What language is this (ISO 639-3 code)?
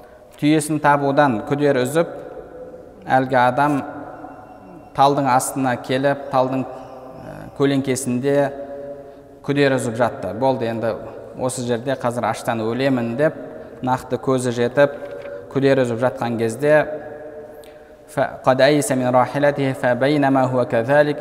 kaz